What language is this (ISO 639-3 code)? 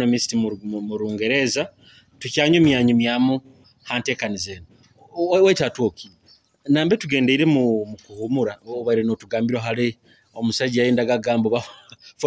nyo